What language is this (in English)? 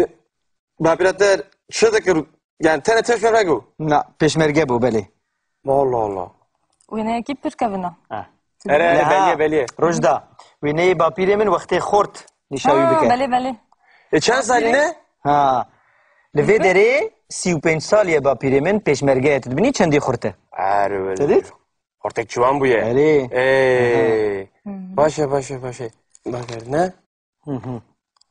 Kurdish